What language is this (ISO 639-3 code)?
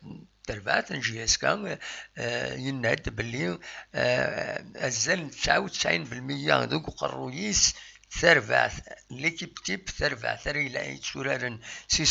kab